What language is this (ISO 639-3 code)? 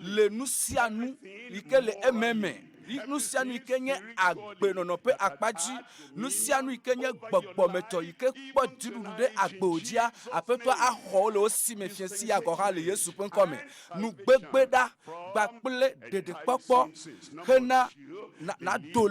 ewe